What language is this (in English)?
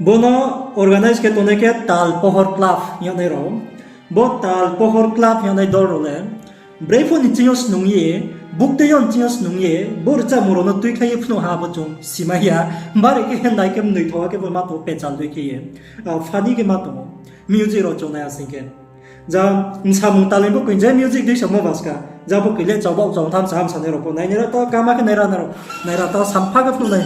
Riang (India)